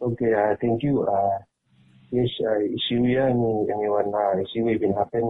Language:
Bislama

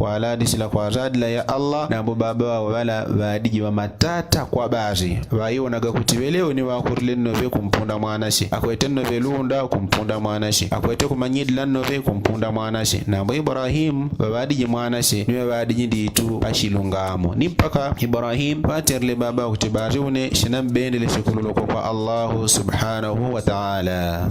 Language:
Yao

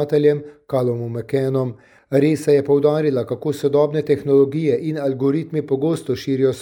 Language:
Slovenian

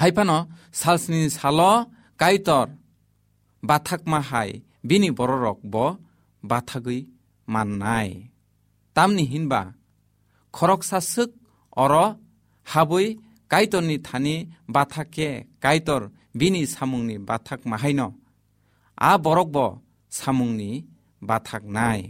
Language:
Kok Borok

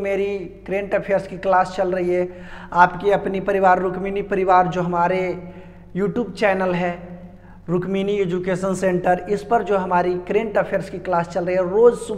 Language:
Hindi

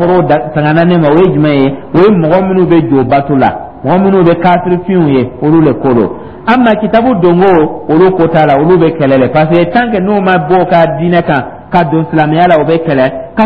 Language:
Dyula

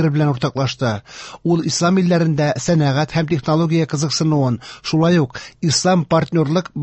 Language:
Tatar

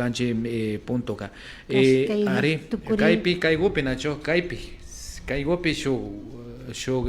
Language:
Imbabura Highland Quichua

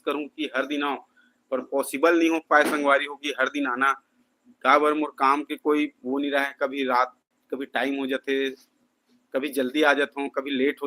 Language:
Chhattisgarhi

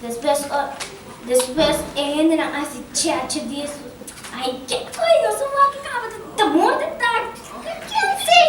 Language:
Papiamento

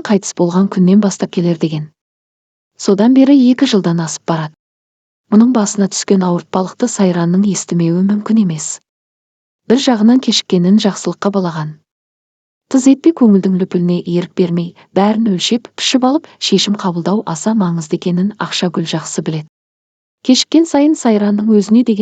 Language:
Kazakh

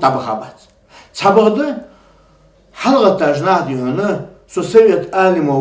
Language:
Ingush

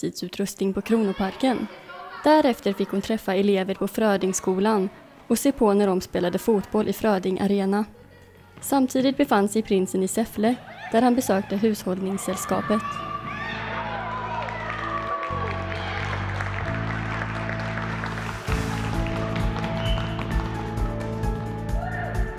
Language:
Swedish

